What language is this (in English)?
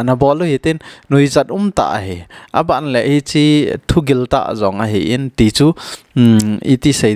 Thado Chin